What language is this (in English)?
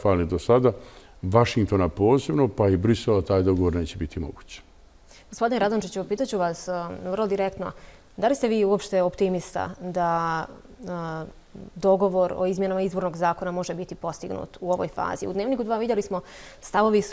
Bosnian